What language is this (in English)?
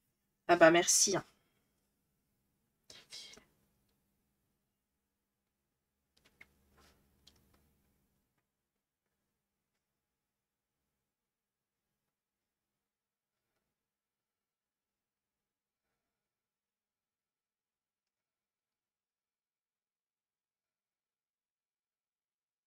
French